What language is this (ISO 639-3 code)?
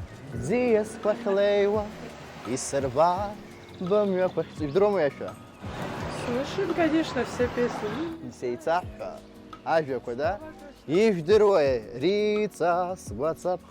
abk